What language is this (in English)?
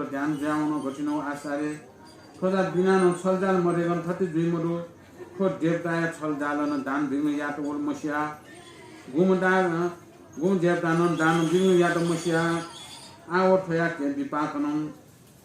Newari